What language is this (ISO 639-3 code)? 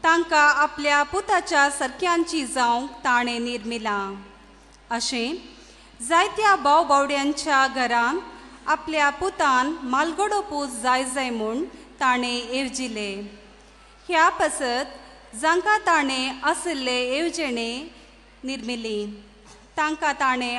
kok